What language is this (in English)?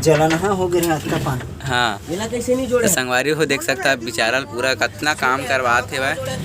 Chhattisgarhi